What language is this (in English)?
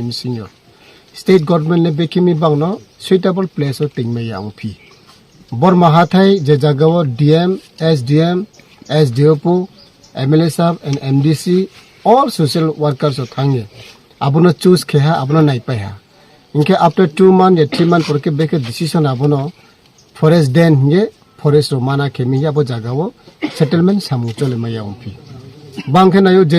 Riang (India)